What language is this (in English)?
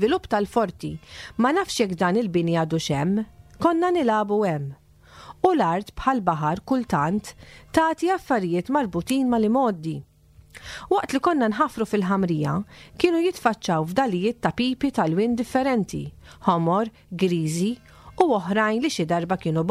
Maltese